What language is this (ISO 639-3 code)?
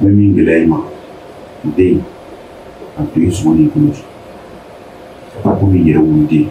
bam